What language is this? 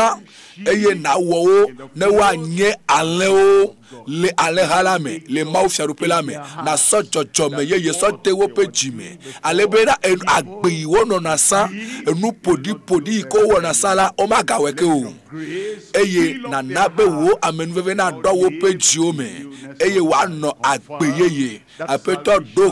Ewe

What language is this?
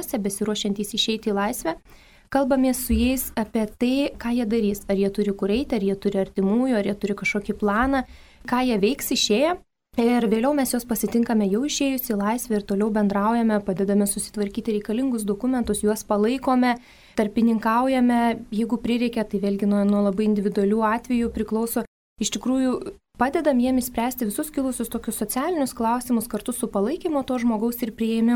Lithuanian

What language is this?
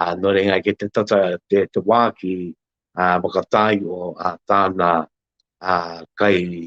Māori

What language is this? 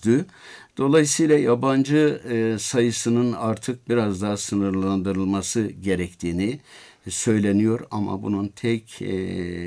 Turkish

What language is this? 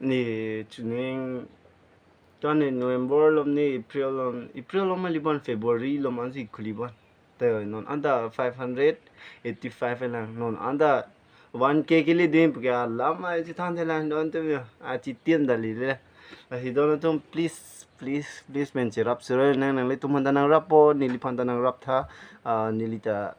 Karbi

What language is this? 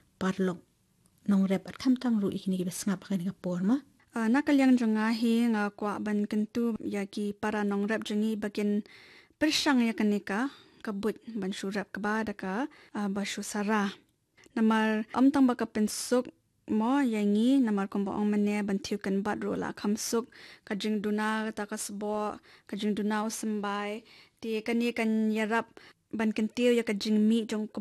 Khasi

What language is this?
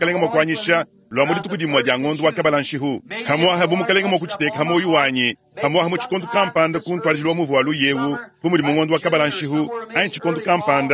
Luba-Lulua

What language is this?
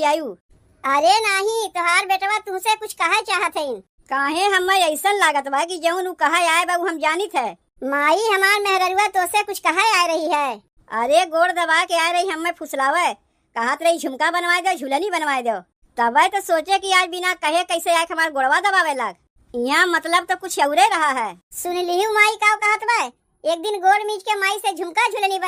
Awadhi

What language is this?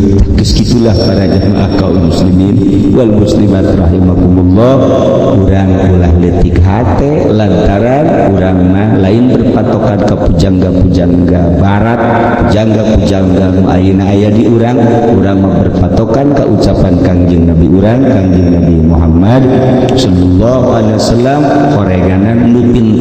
Sundanese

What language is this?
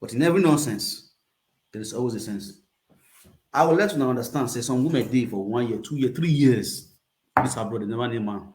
Nigerian Pidgin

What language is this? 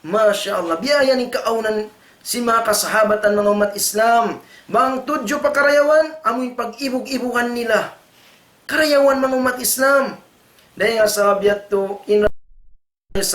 Tausug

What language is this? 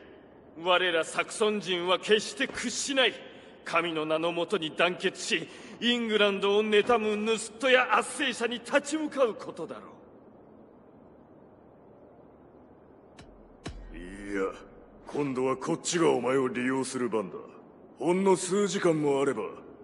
Japanese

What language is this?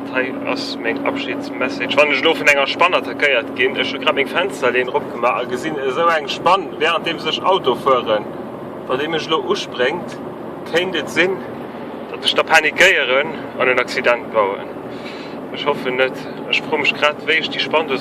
Luxembourgish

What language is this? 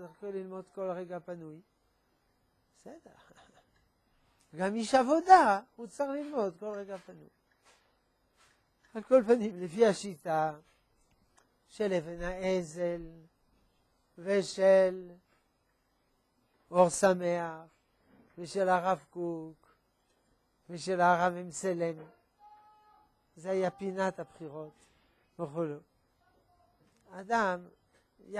Hebrew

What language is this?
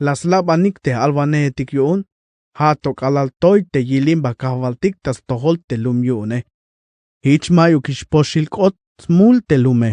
Tzeltal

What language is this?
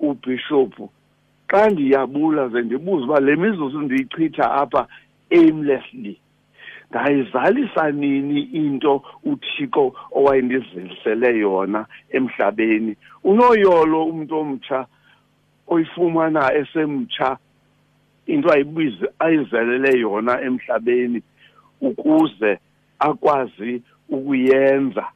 Xhosa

